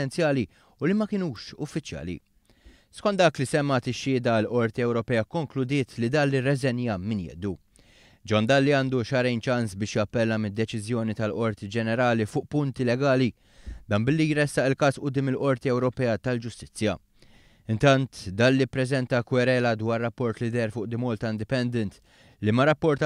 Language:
Maltese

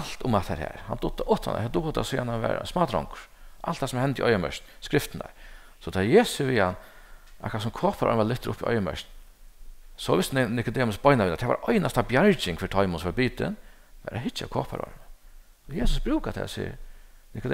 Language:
Faroese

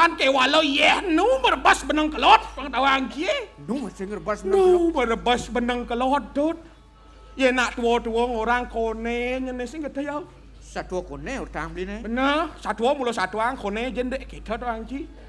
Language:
Balinese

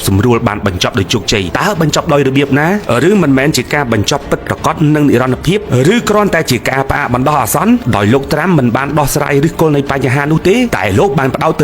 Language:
Khmer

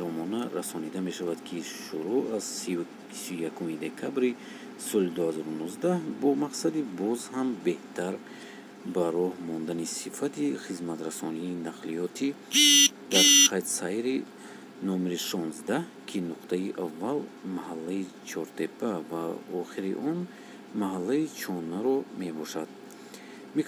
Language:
Tajik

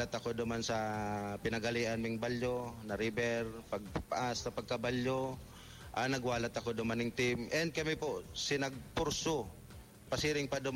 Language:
Bikol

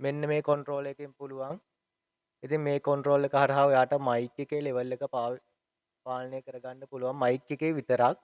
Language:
Sinhala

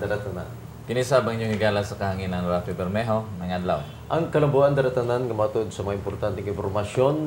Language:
Cebuano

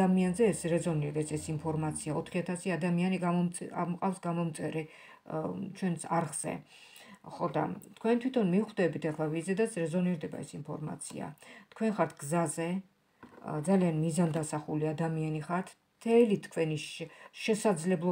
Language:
Georgian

